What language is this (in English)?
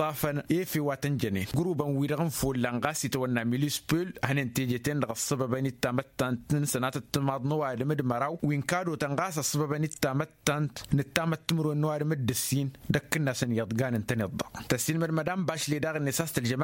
Tamasheq